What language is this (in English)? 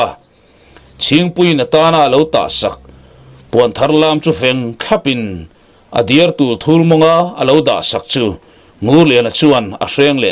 Mizo